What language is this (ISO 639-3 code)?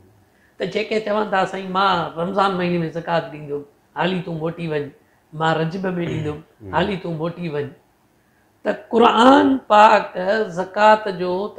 snd